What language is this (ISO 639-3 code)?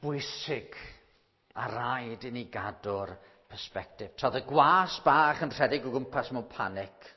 cym